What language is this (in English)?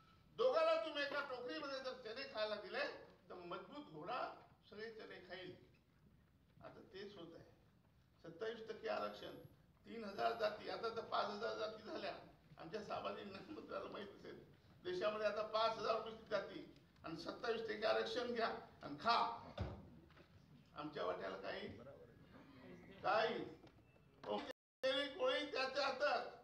Marathi